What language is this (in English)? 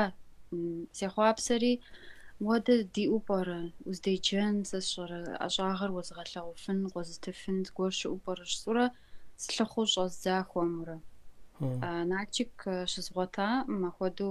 Kabardian